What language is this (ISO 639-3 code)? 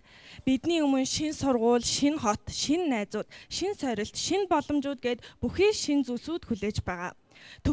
mon